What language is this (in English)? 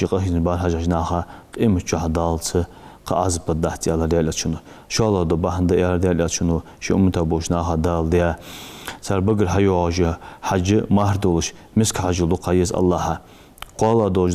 Ingush